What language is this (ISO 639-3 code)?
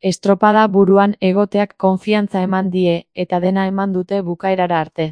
eus